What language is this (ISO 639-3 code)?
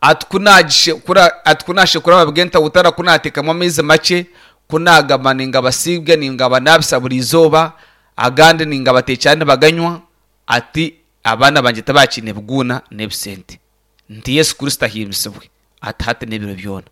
nyn